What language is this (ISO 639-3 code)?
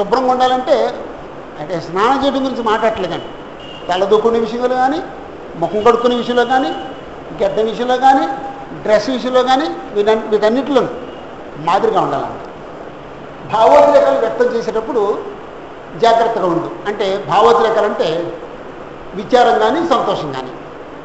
tel